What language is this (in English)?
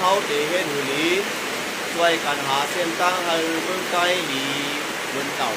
Shan